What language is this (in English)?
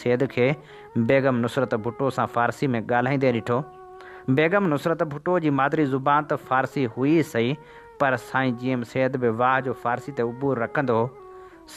Sindhi